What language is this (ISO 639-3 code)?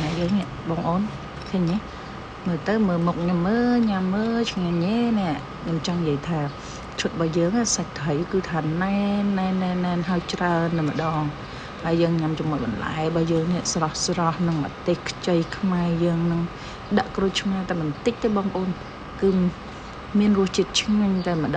khm